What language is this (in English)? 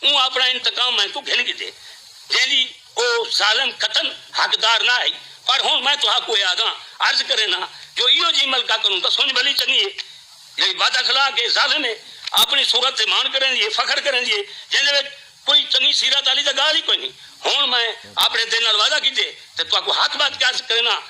Saraiki